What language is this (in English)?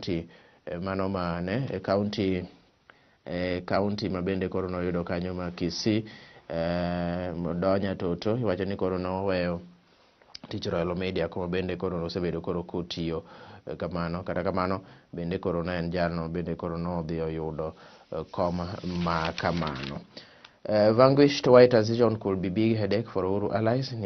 Luo (Kenya and Tanzania)